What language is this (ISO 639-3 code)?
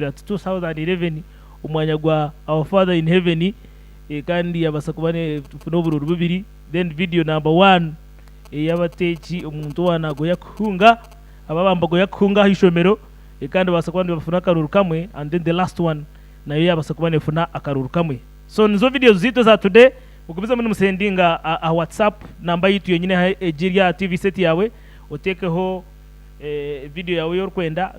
nyn